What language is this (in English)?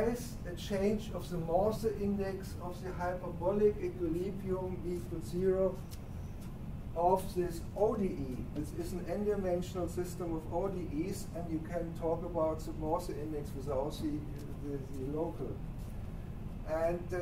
English